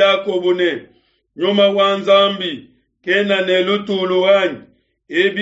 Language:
Luba-Lulua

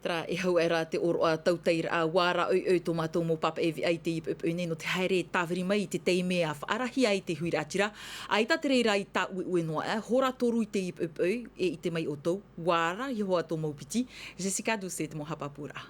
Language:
Tahitian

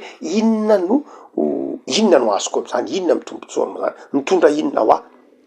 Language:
Malagasy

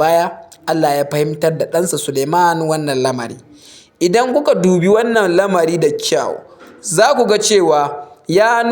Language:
Hausa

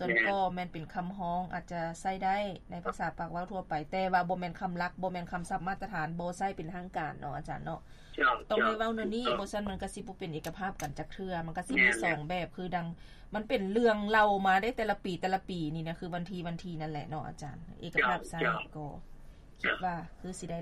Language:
Lao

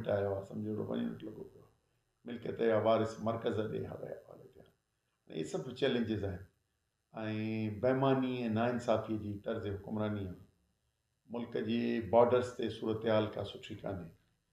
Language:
Sindhi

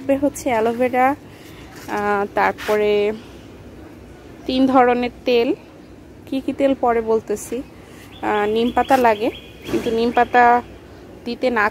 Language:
Bangla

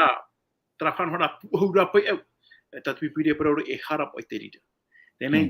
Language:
Tahitian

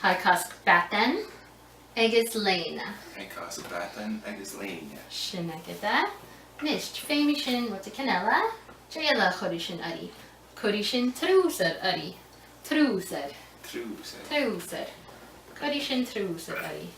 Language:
Scottish Gaelic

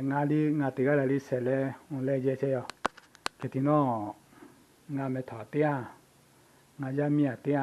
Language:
Lahu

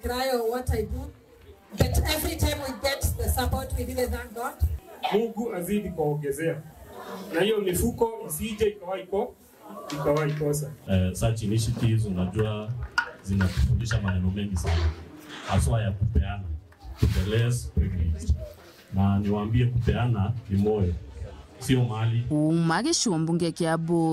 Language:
Meru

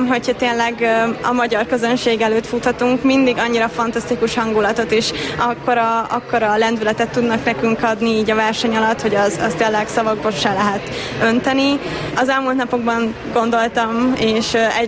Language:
Hungarian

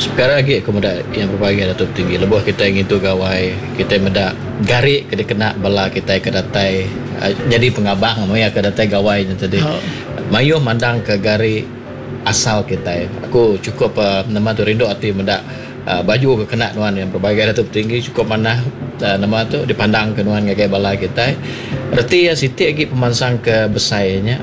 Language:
Iban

